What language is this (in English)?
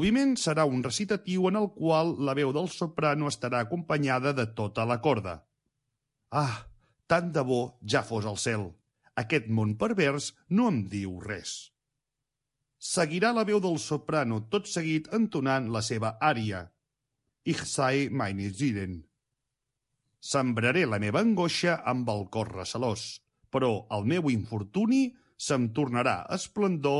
Catalan